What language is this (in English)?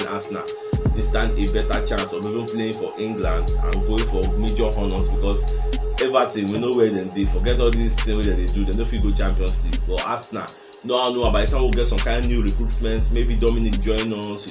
Nigerian Pidgin